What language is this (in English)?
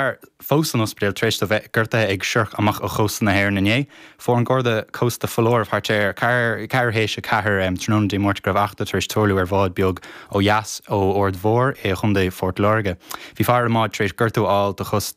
Irish